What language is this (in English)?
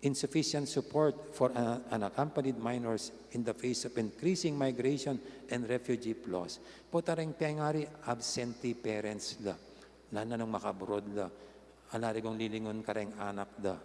Pampanga